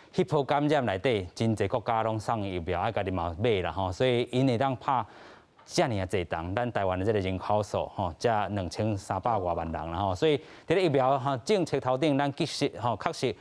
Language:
Min Nan Chinese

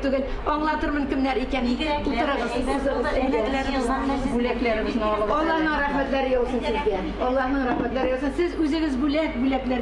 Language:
Tatar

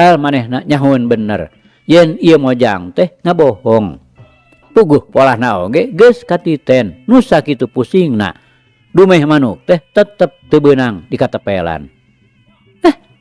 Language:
Sundanese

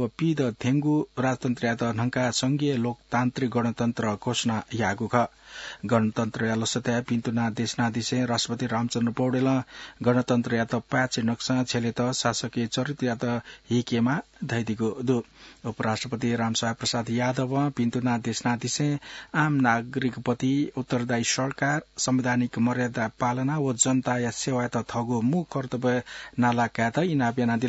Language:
Newari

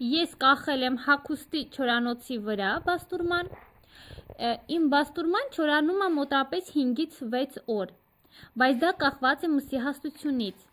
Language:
Armenian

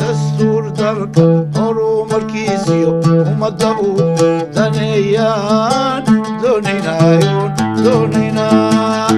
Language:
Somali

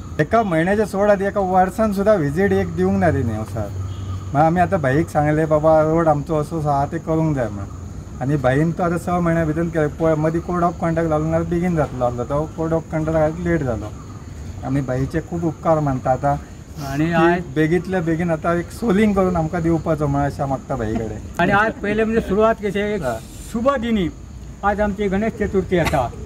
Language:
Konkani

